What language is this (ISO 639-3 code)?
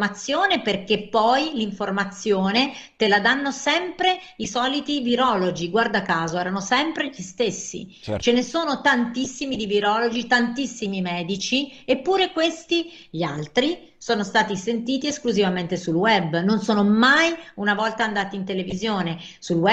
ita